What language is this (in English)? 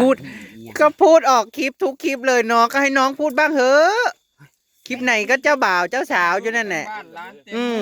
Northeastern Thai